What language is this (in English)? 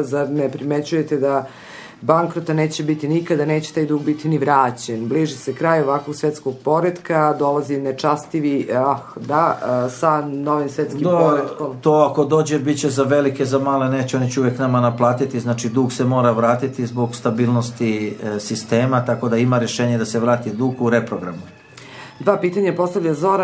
Serbian